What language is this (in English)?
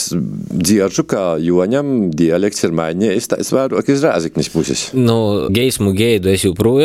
Latvian